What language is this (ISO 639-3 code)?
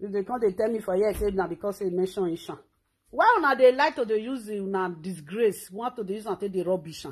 pcm